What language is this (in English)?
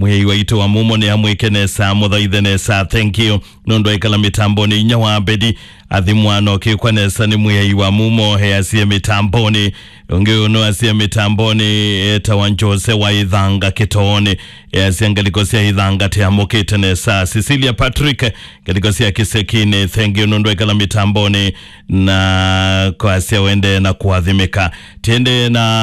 Kamba